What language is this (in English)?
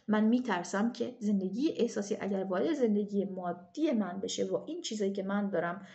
Persian